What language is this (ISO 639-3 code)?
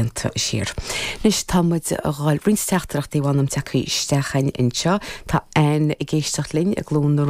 gle